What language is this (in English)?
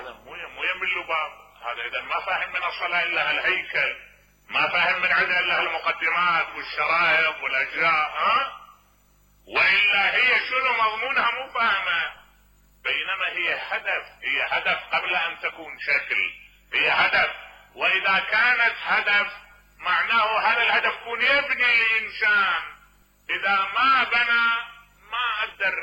Mesopotamian Arabic